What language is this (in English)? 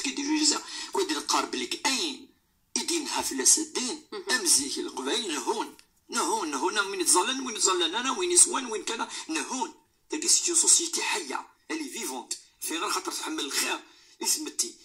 Moroccan Arabic